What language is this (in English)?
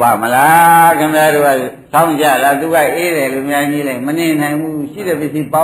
Burmese